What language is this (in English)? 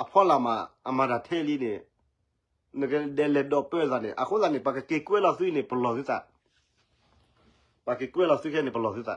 S'gaw Karen